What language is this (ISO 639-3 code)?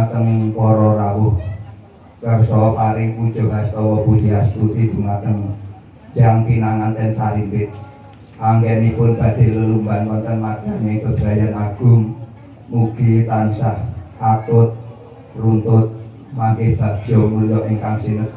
jav